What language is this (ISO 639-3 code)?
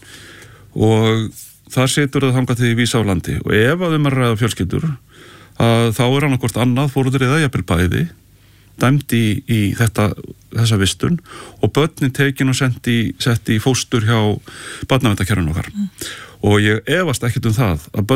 isl